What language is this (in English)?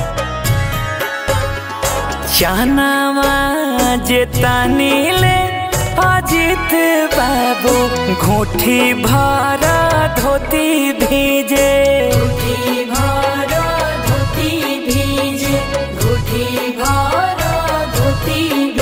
Bhojpuri